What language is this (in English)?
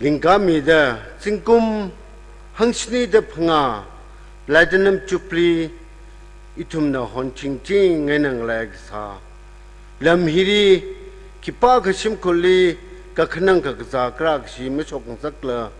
Tangkhul Naga (India)